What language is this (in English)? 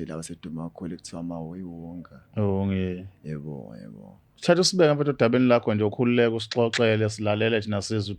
Zulu